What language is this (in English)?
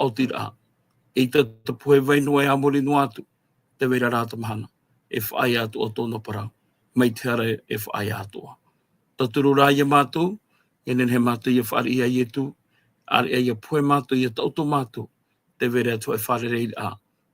Tahitian